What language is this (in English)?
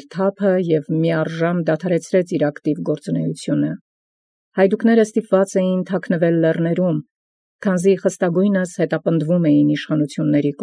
Armenian